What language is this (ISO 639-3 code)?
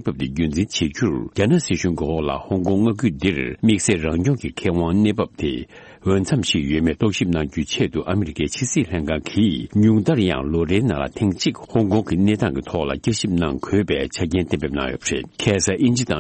bod